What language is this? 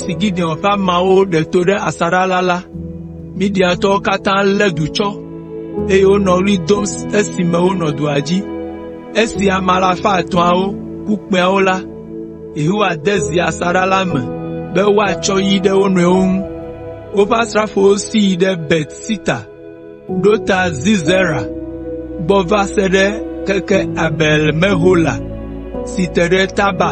Ewe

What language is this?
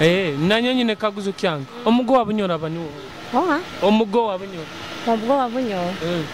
Nyoro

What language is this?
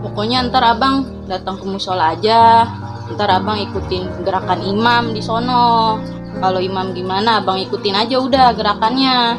Betawi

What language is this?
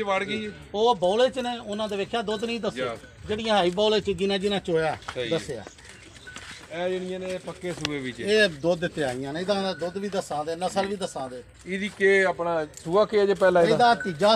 Punjabi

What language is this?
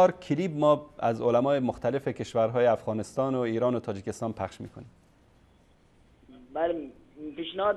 Persian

